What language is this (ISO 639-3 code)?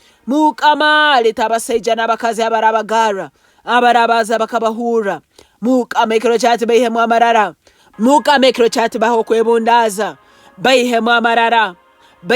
nyn